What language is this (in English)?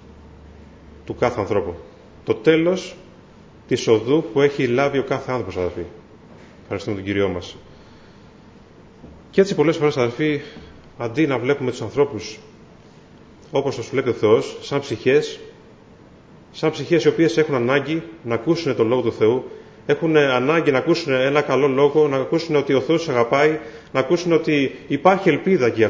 Greek